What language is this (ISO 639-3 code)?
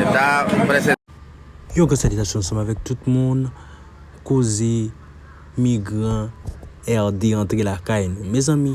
hat